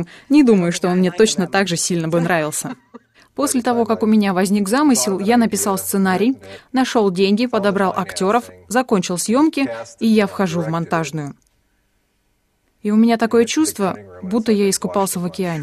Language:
Russian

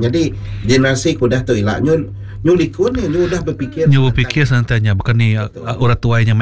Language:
Iban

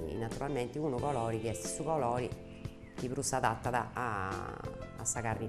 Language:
Sardinian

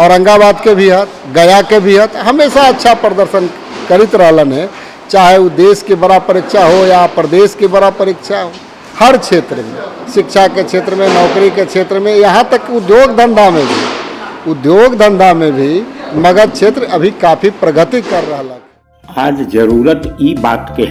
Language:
Magahi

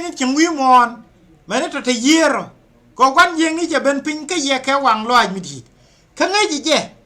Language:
Nuer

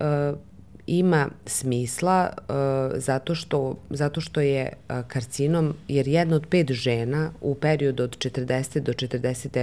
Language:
Serbian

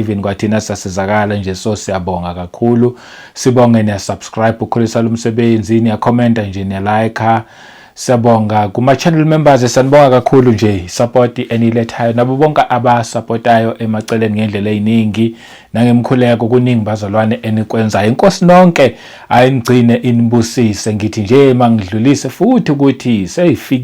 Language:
Zulu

